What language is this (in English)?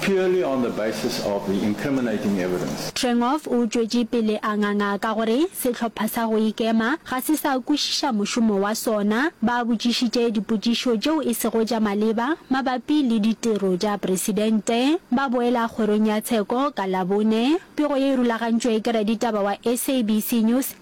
Northern Sotho